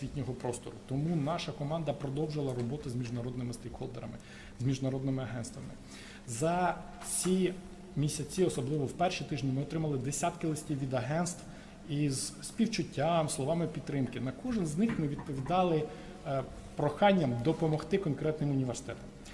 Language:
Ukrainian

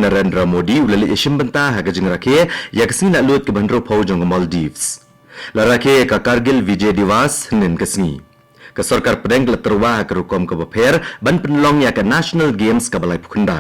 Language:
Khasi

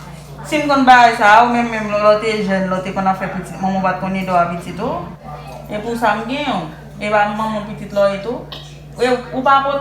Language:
Haitian Creole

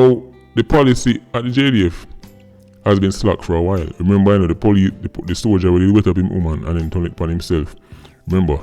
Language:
Jamaican Creole English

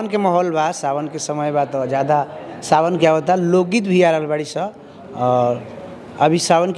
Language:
Bhojpuri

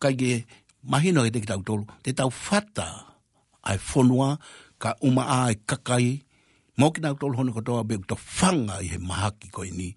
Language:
Tongan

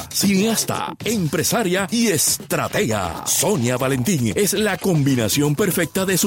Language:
Spanish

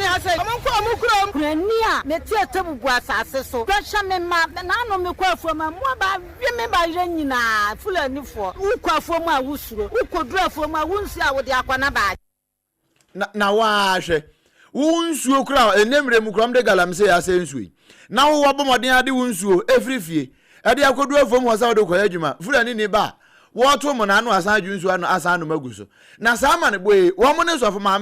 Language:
Akan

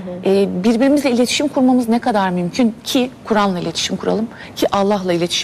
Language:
Turkish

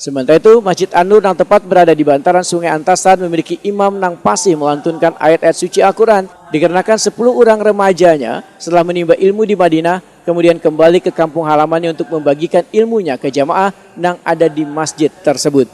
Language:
Banjar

